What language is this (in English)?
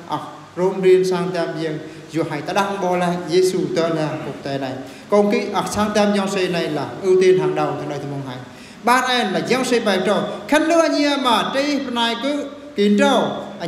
Eastern Bru